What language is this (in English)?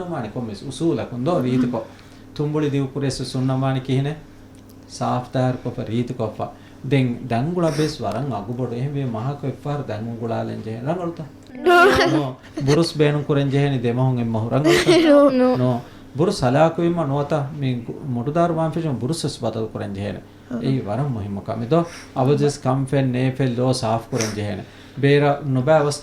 Divehi